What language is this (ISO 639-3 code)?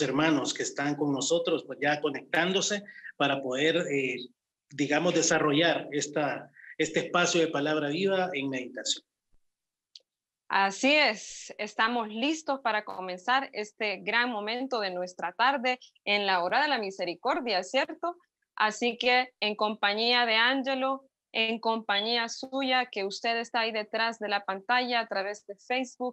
spa